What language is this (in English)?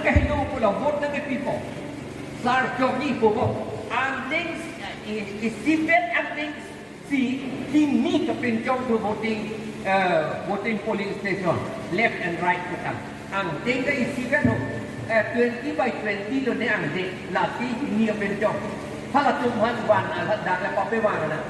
Karbi